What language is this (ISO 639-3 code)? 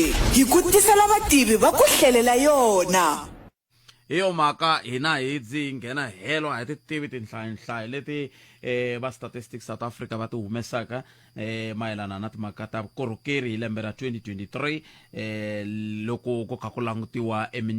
tso